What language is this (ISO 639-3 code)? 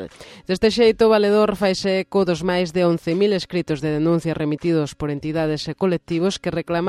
glg